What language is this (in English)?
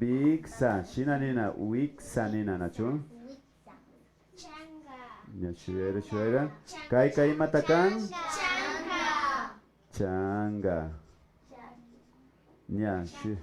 Imbabura Highland Quichua